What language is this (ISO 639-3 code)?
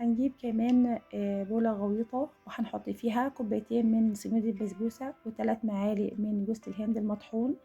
arz